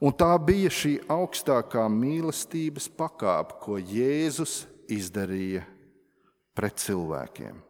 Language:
Latvian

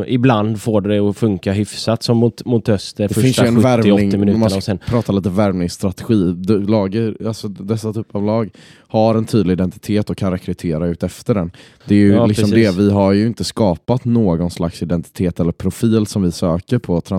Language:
Swedish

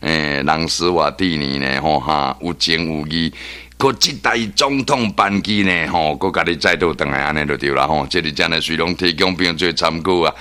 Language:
Min Nan Chinese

